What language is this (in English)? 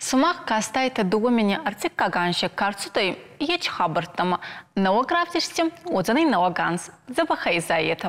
Ossetic